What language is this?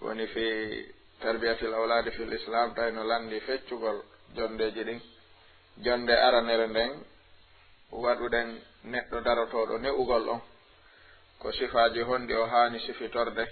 Fula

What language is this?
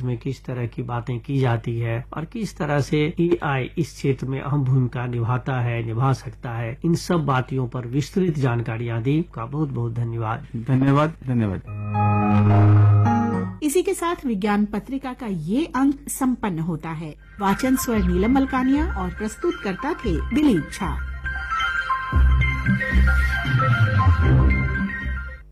Hindi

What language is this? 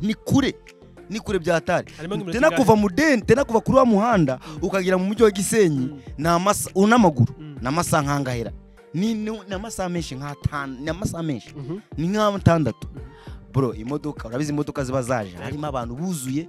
Kinyarwanda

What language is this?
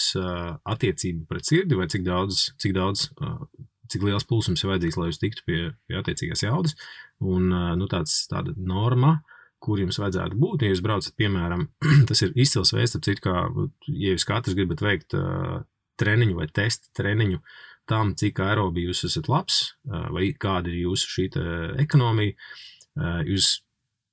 Latvian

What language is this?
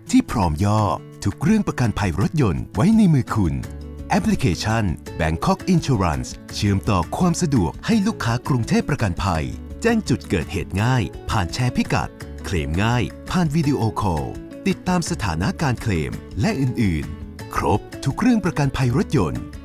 Thai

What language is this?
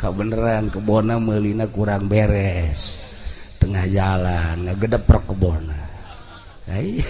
Sundanese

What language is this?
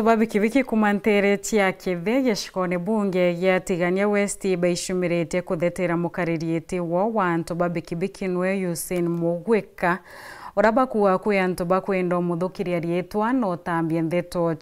Meru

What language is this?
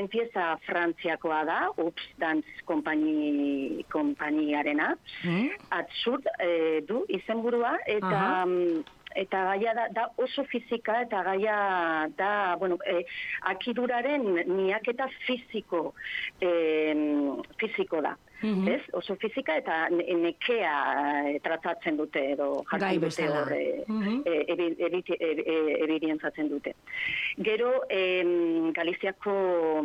Basque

